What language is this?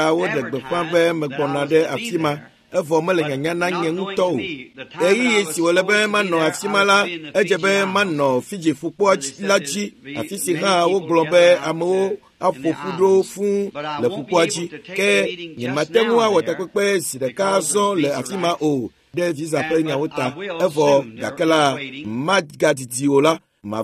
Ewe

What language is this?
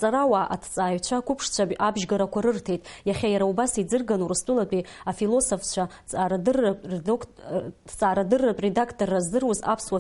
Abkhazian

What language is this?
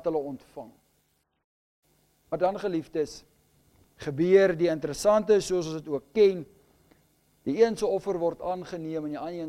Afrikaans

